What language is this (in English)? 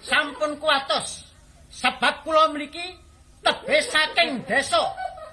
Javanese